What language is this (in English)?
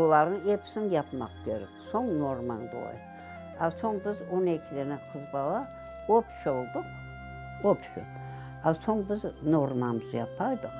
Crimean Tatar